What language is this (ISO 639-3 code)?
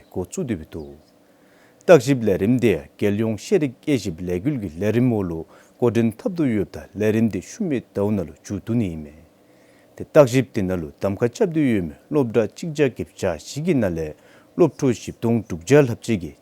dzo